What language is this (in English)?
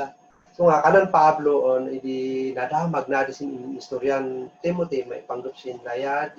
Kankanaey